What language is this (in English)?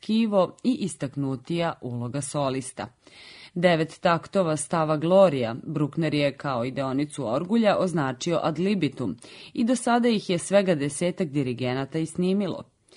Serbian